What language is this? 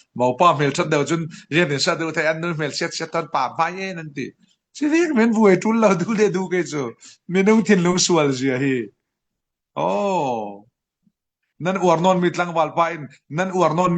Falam Chin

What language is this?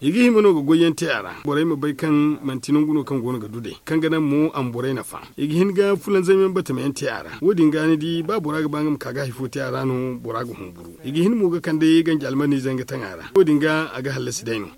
Zarma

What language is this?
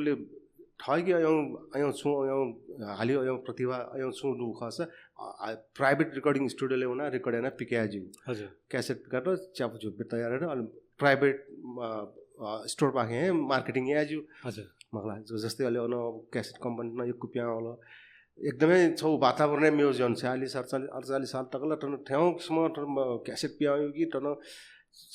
Newari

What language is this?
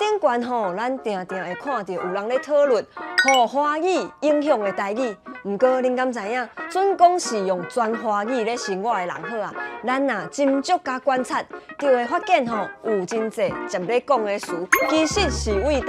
Min Nan Chinese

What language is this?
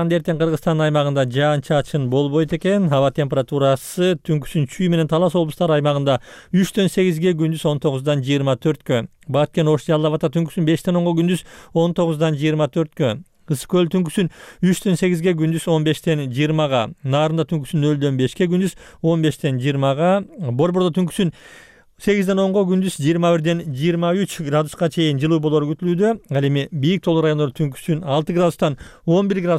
Kyrgyz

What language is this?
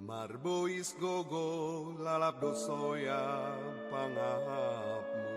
Batak Simalungun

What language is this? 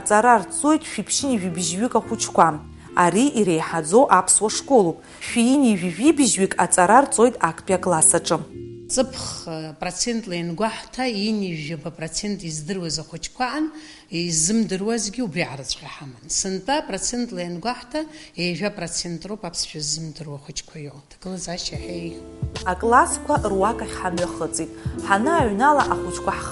Abkhazian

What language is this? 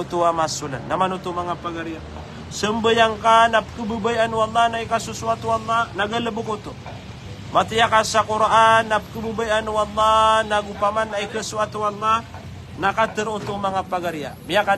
Maranao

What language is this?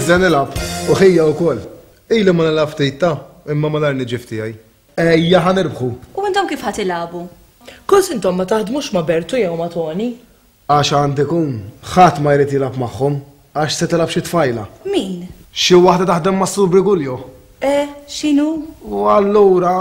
Maltese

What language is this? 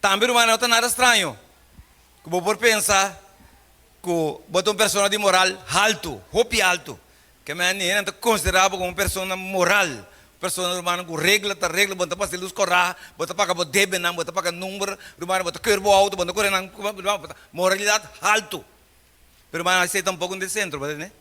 Papiamento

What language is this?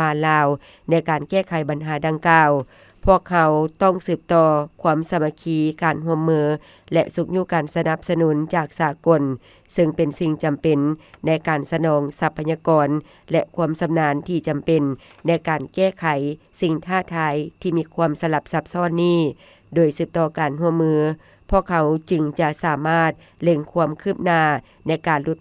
Lao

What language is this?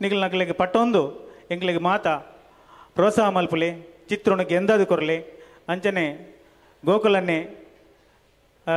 Tulu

